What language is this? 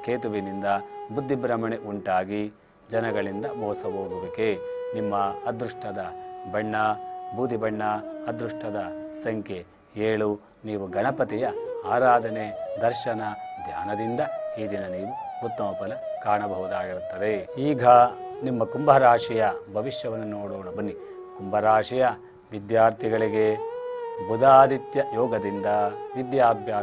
Kannada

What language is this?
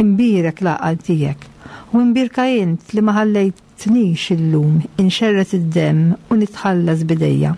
Maltese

